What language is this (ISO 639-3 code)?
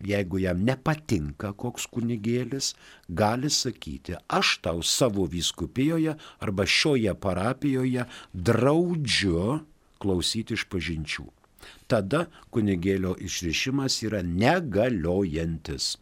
lit